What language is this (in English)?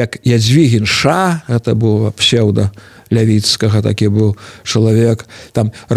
Belarusian